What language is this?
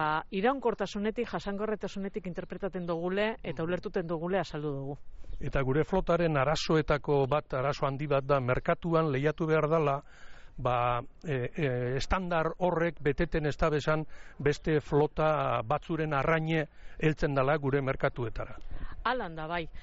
Basque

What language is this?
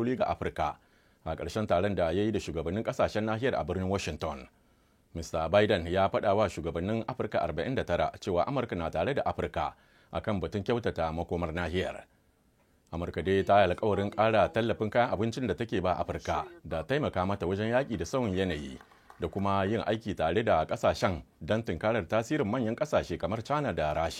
Hausa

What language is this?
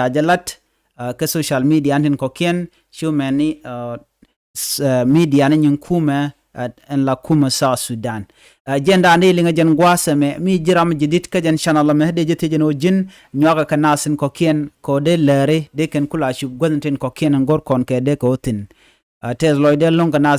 Nuer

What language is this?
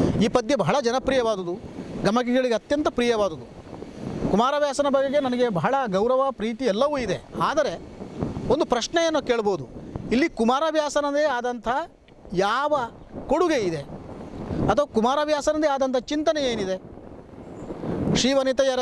Kannada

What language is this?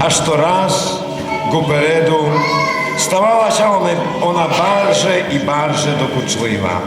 Rusyn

